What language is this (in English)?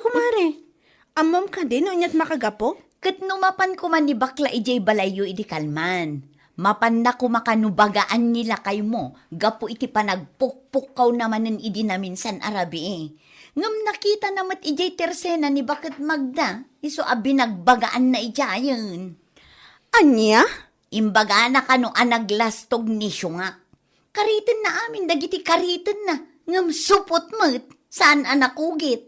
Iloko